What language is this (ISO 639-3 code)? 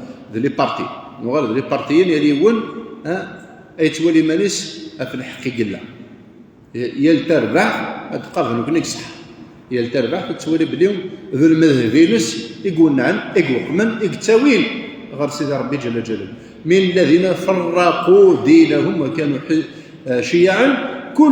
kab